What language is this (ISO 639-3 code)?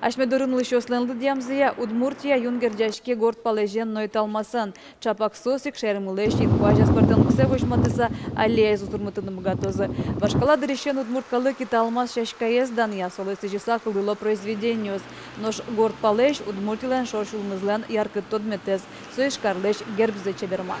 udm